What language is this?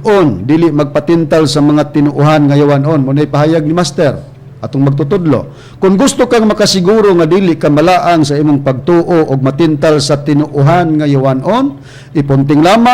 Cebuano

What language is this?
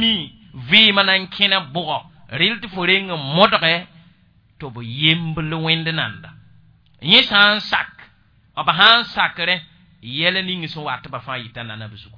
Mossi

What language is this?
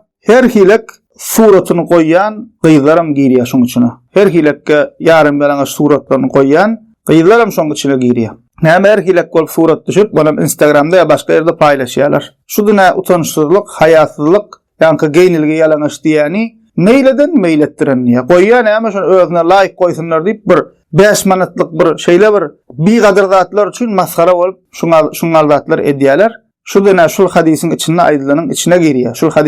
Turkmen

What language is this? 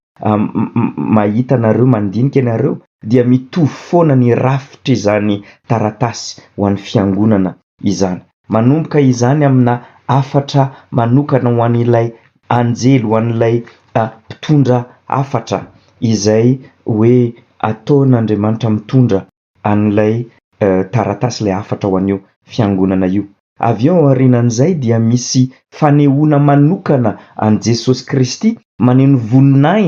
Malagasy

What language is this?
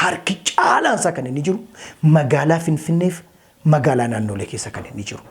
Oromo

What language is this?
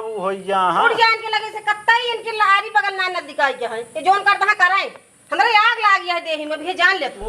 Awadhi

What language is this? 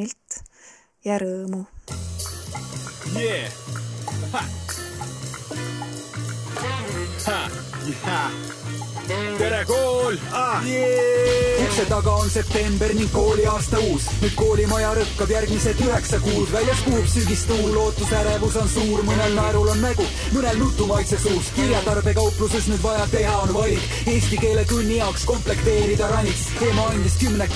Estonian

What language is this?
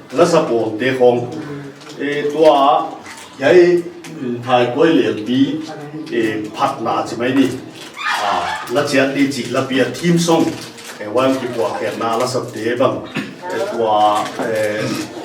Paite Chin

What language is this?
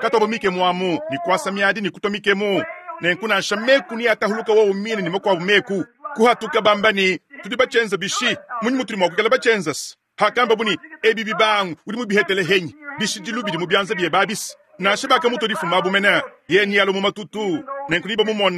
Luba-Lulua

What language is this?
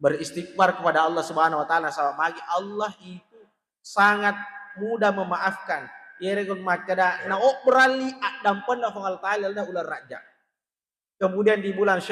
Buginese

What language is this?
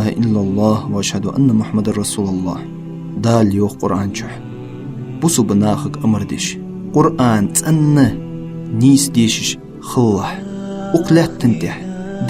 Ingush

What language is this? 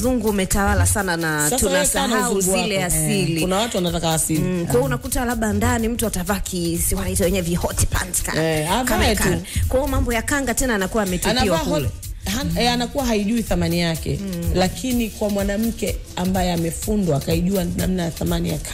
Swahili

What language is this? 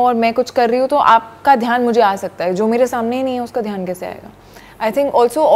Hindi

